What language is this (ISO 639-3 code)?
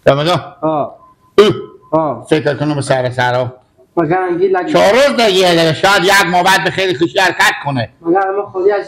fas